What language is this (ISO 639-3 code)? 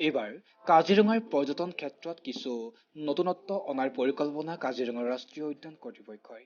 asm